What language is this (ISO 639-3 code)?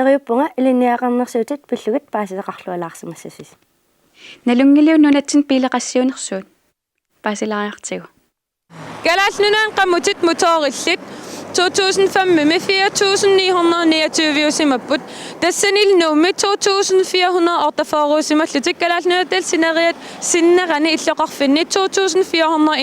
kal